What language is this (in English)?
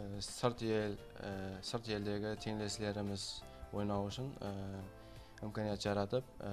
Kara-Kalpak